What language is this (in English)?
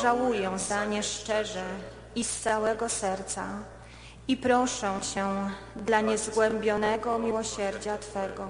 Polish